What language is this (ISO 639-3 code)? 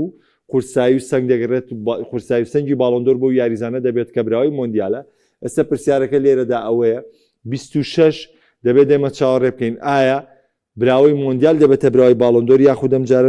ckb